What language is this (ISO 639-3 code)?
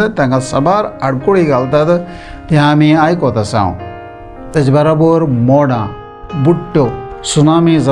kok